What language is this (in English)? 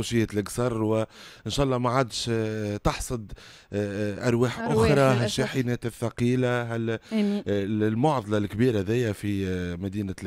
Tunisian Arabic